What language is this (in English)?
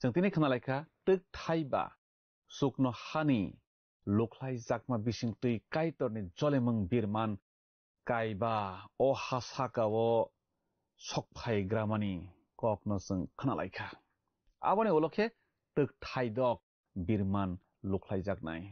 Kok Borok